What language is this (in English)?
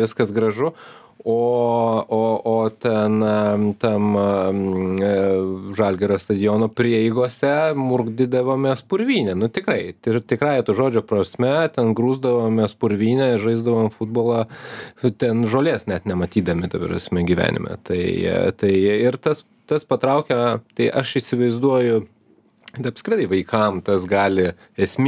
Lithuanian